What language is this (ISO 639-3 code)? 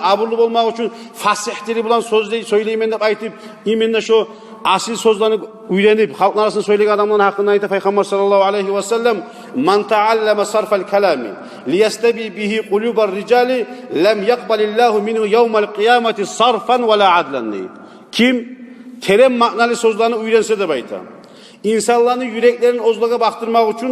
kum